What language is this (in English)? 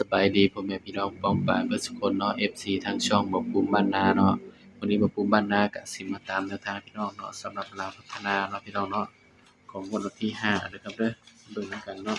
Northeastern Thai